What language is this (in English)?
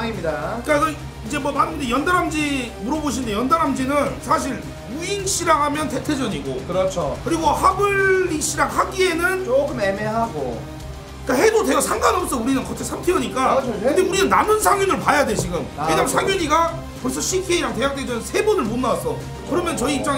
Korean